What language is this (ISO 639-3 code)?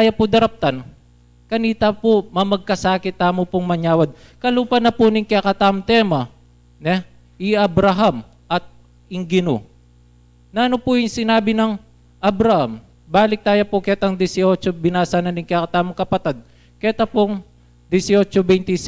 pam